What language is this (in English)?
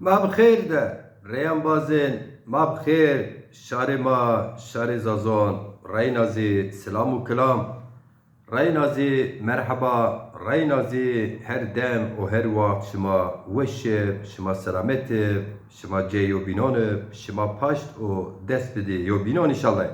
Zaza